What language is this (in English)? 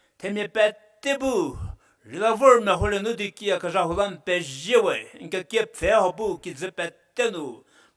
Angami Naga